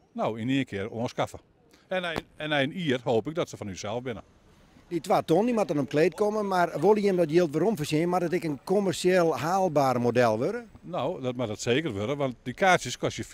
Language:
Western Frisian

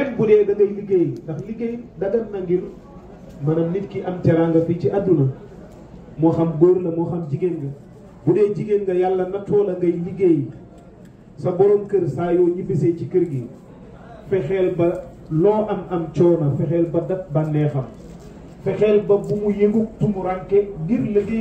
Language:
Wolof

